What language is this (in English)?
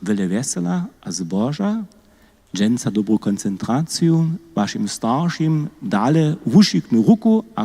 Upper Sorbian